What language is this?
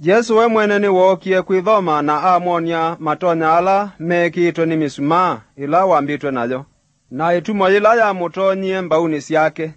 Kamba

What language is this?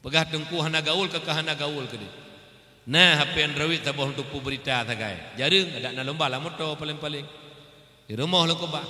Achinese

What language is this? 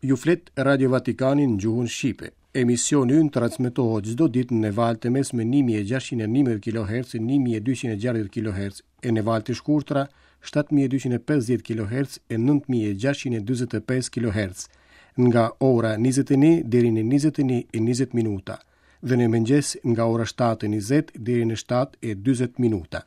Albanian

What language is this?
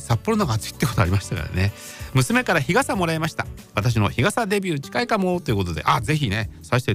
Japanese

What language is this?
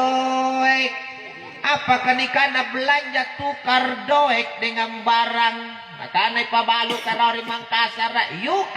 Makasar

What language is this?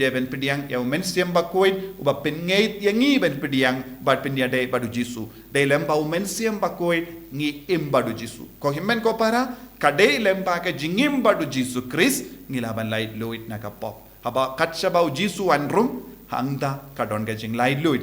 Khasi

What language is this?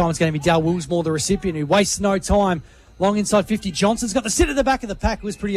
English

